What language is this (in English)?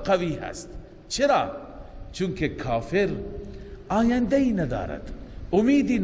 Persian